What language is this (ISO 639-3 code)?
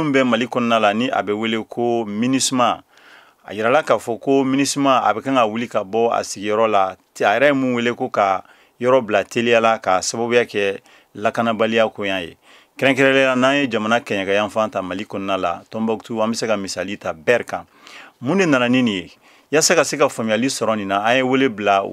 bam